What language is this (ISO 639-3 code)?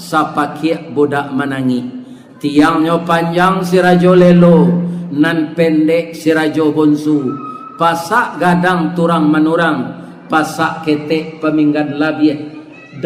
min